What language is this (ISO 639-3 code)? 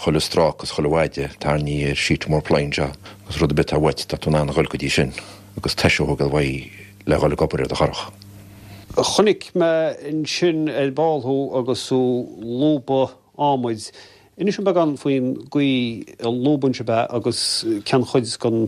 gle